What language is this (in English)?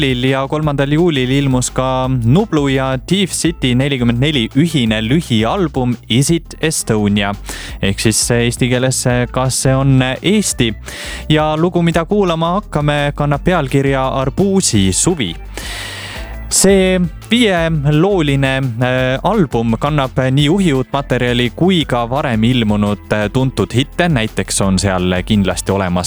Estonian